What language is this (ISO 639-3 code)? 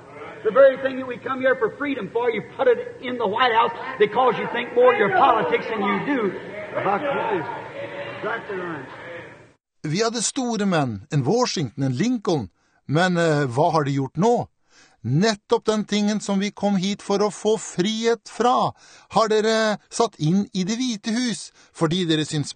nor